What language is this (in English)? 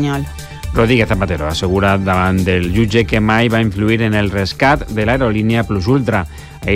Catalan